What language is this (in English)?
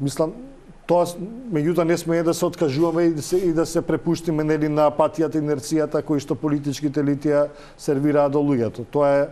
Macedonian